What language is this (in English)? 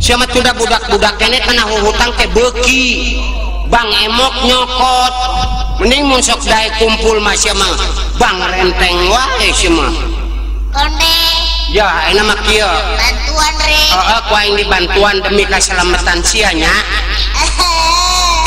Sundanese